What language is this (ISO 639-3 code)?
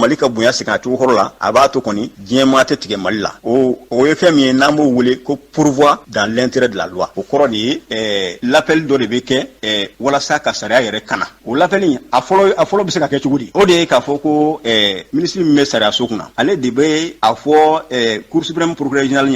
bam